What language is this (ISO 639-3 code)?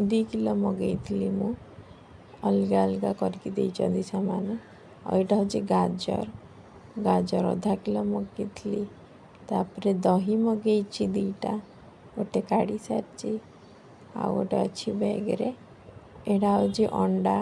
ori